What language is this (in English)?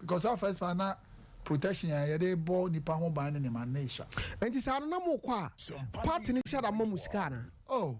Akan